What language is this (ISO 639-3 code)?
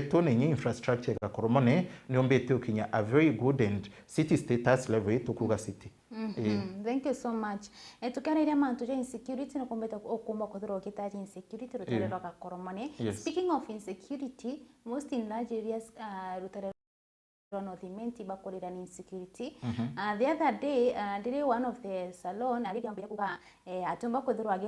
mer